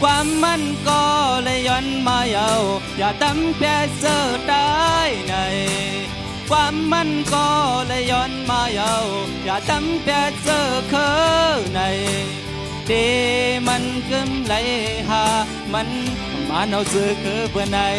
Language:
Shan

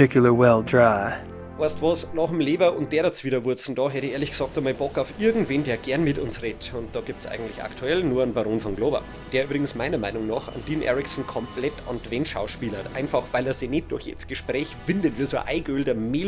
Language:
Bavarian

